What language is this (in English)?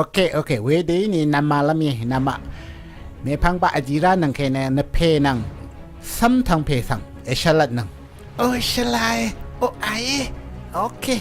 Rawang